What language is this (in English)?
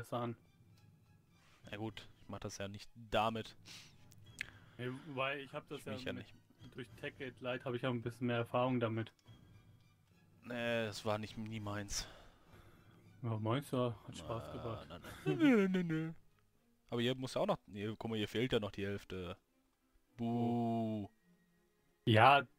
German